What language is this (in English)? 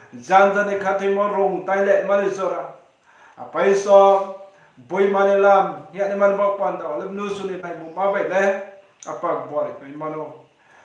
Riang (India)